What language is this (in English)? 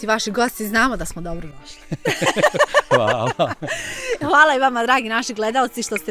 Bosnian